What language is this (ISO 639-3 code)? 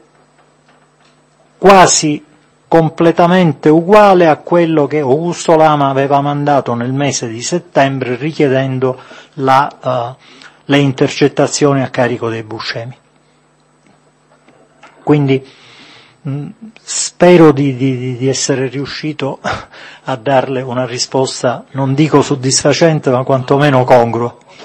ita